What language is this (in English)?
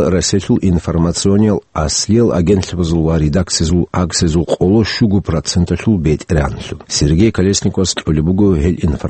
Avaric